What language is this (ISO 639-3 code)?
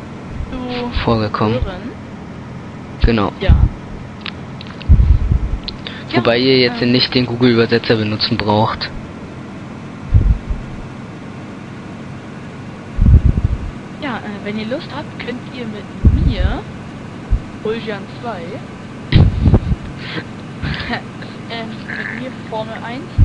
deu